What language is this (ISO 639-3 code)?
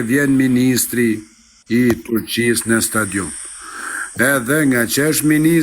sqi